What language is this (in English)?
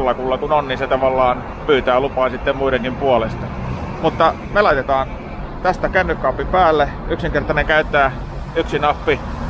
Finnish